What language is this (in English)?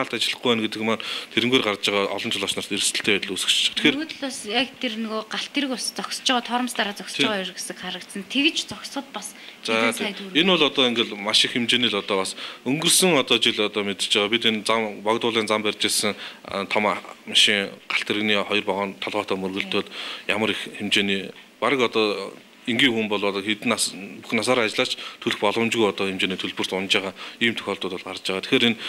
Mongolian